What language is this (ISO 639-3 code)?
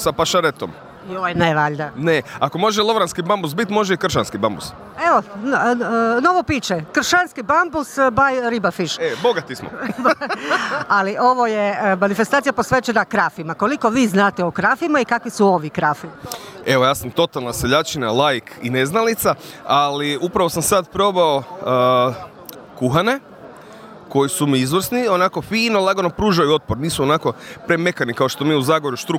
hrv